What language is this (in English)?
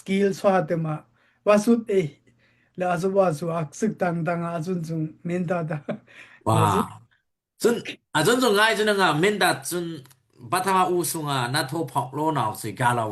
Daai Chin